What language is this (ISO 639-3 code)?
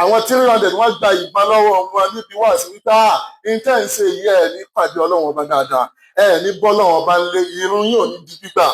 yor